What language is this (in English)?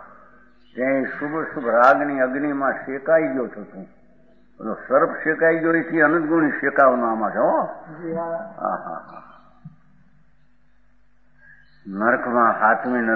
Gujarati